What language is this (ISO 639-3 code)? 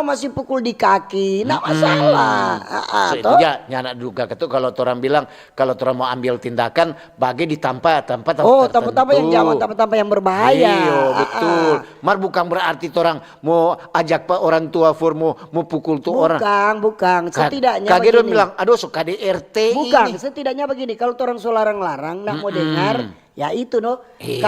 xmm